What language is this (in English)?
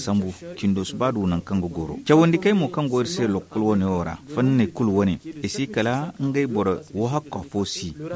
Zarma